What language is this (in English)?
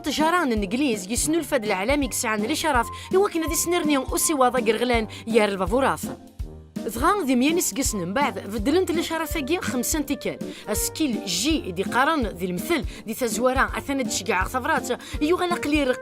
Kabyle